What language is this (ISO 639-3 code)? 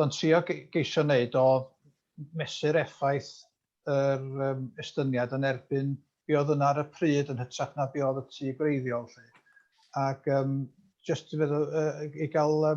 cym